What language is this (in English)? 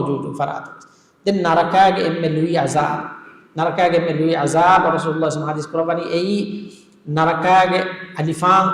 Divehi